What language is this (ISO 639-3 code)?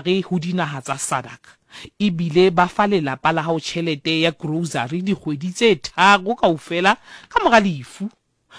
sot